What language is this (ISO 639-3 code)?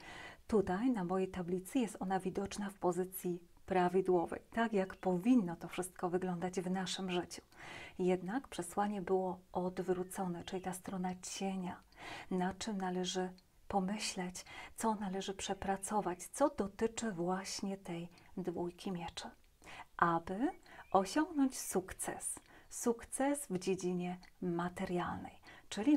pol